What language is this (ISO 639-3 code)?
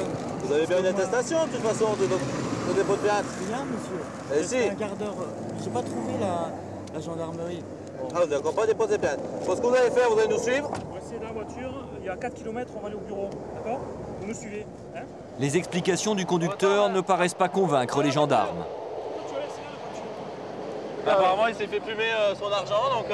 fra